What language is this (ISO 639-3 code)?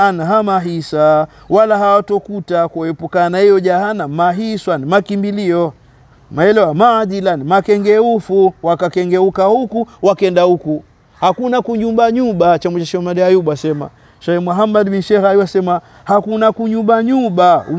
swa